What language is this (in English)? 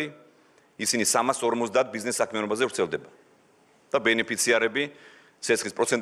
Georgian